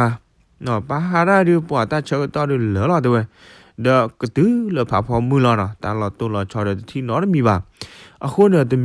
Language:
S'gaw Karen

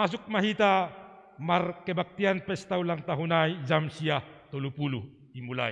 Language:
Batak Simalungun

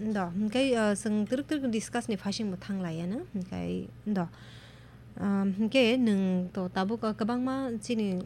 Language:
Kok Borok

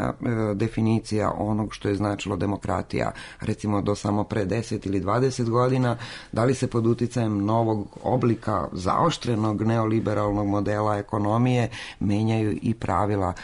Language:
Serbian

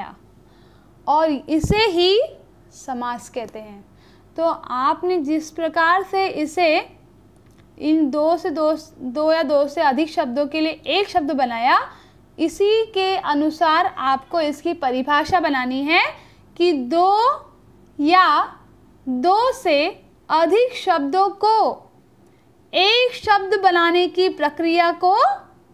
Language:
Hindi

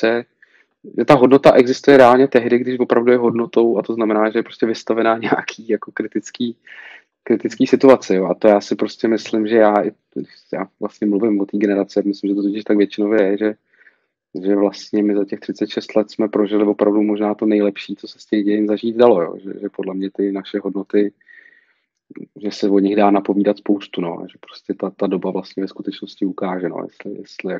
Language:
Czech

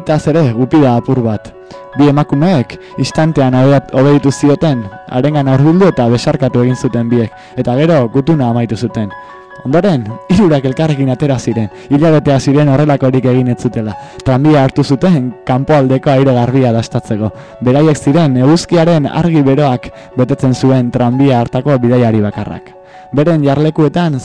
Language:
Basque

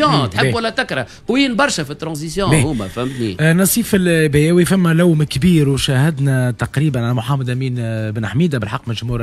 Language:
Tunisian Arabic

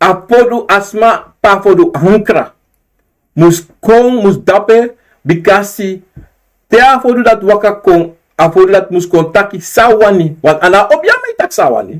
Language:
Sranan Tongo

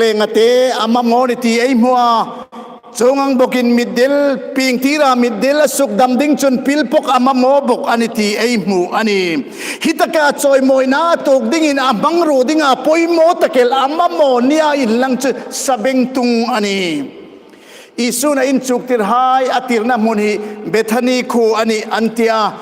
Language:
Hmar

